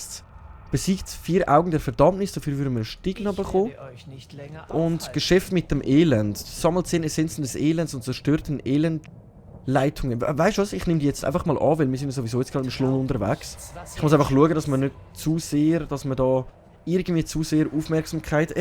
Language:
Swiss German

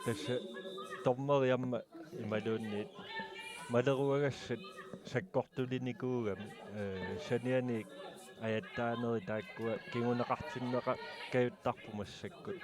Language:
Kalaallisut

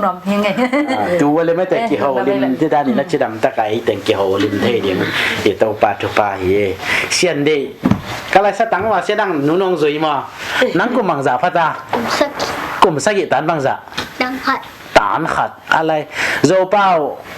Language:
Tedim Chin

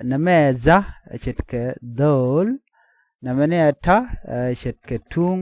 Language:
Nuer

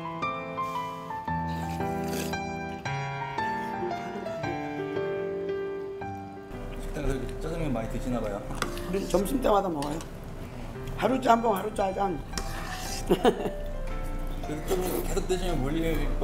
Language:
Korean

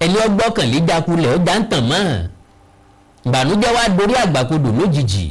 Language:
Yoruba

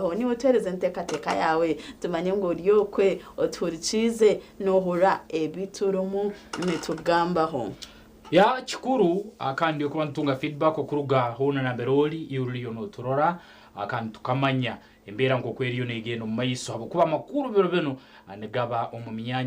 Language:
Nyankole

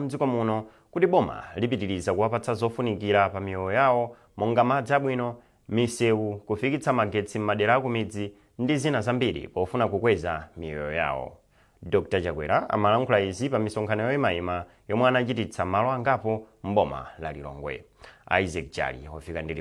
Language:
Nyanja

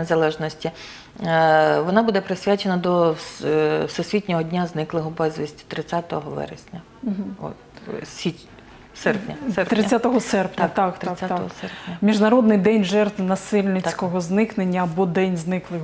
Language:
Ukrainian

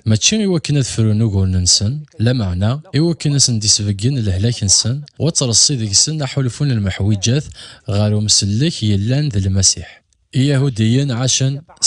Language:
Kabyle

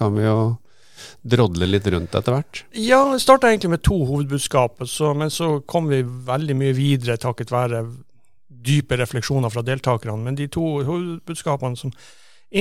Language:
Norwegian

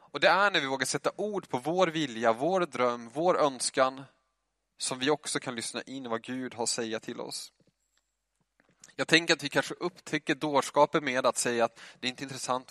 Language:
Swedish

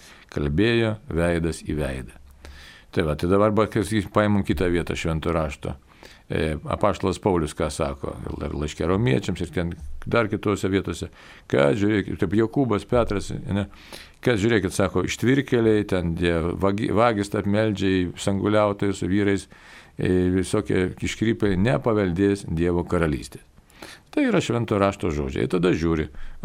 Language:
Lithuanian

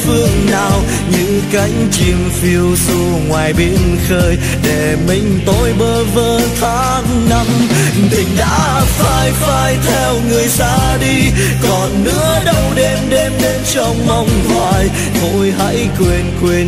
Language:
Vietnamese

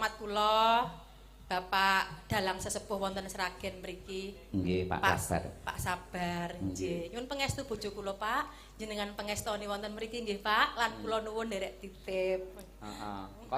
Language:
Javanese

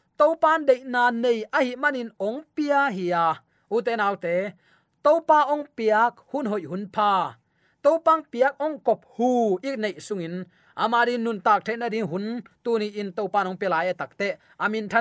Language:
Tedim Chin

